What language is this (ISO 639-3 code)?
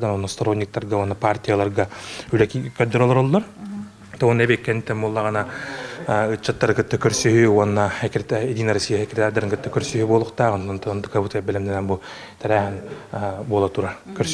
sah